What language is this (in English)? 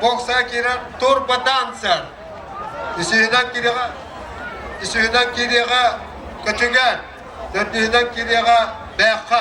Yakut